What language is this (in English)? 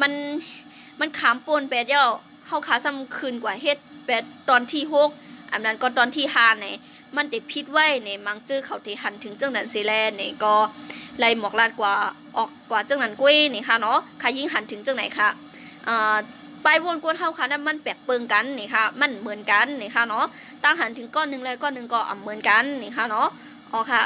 Shan